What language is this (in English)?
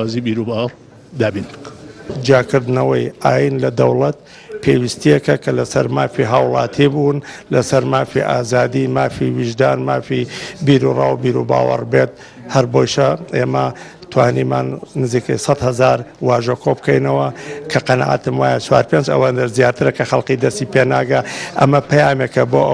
Central Kurdish